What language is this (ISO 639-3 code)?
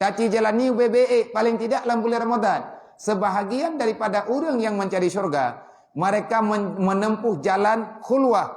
ace